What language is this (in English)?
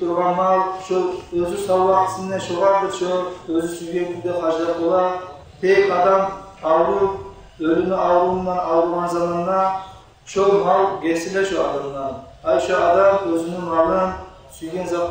Kumyk